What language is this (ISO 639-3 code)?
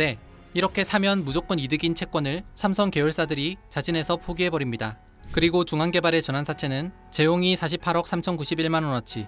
kor